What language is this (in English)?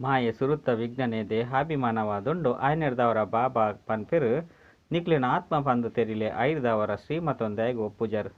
Tulu